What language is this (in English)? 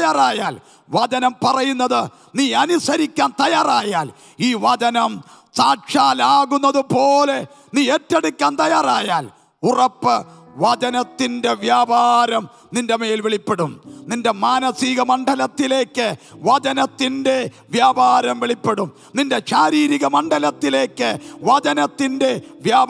Malayalam